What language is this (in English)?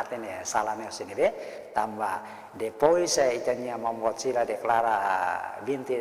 Tetum